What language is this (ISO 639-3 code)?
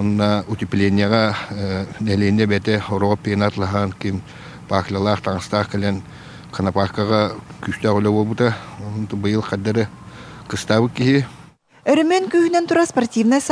sah